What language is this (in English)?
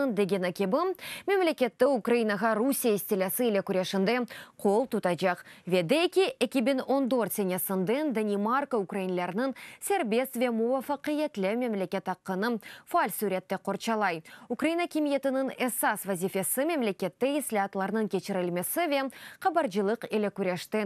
Crimean Tatar